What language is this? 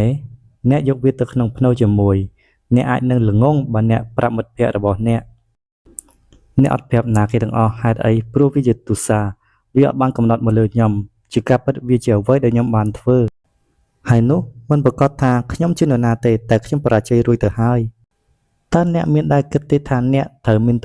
Khmer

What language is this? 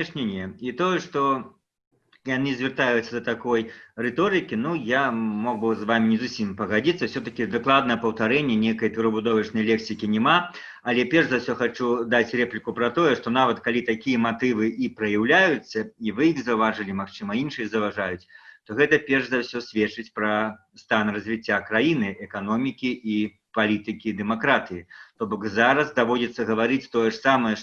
Belarusian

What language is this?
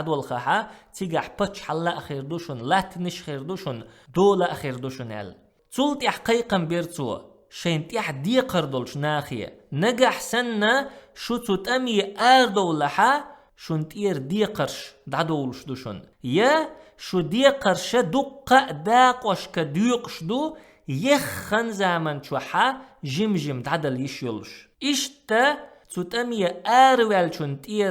Chechen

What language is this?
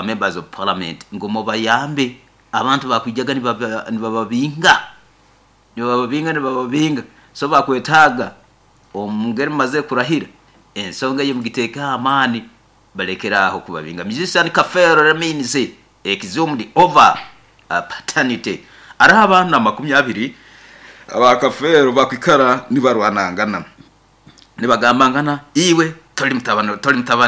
Nyoro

